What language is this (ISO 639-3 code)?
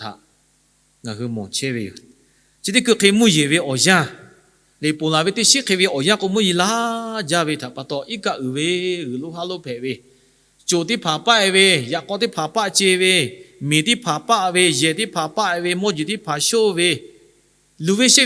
lhu